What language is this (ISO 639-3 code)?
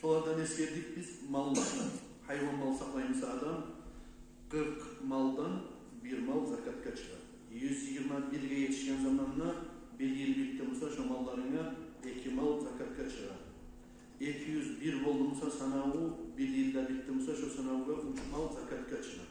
kum